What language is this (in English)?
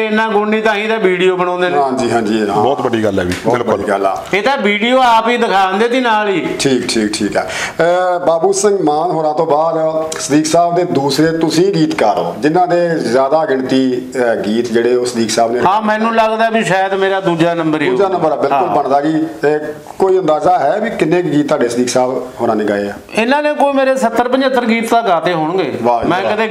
Punjabi